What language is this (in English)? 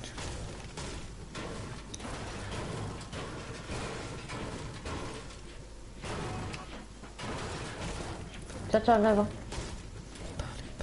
French